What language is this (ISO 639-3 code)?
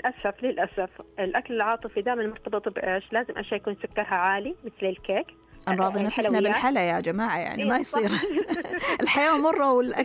ars